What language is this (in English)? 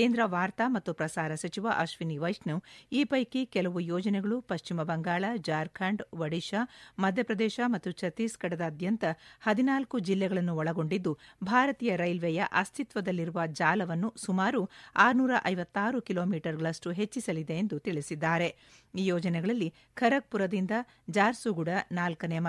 Kannada